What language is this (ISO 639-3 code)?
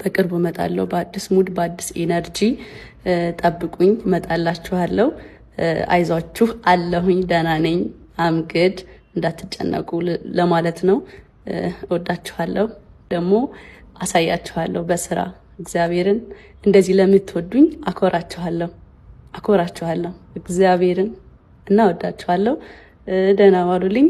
amh